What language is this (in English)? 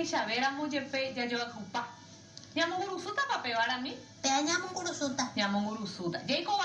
Guarani